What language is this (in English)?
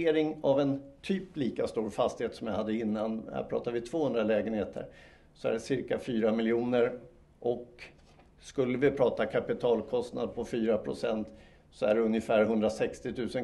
Swedish